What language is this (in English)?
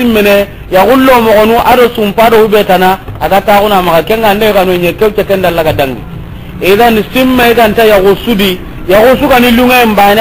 Soninke